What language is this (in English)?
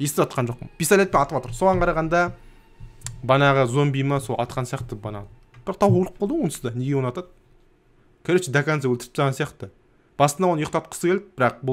Kazakh